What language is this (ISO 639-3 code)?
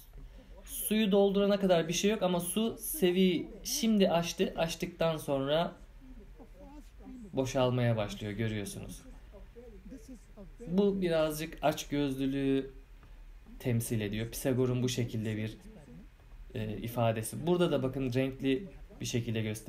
tur